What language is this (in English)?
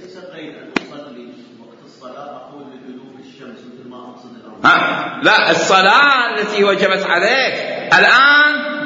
Mesopotamian Arabic